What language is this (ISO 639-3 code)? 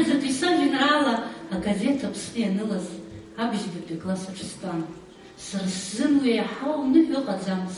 abk